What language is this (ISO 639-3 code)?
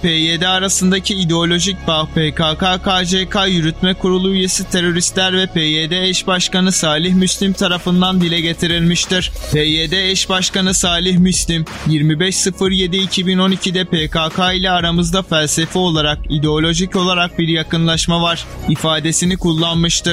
tur